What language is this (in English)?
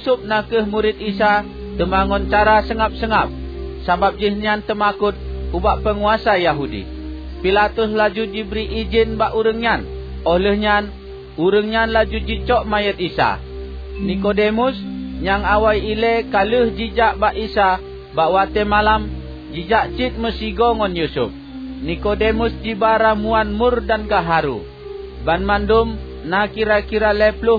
Achinese